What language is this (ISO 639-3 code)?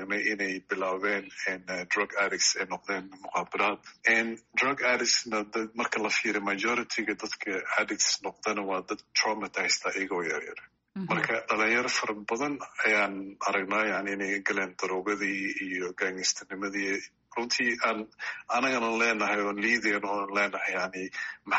som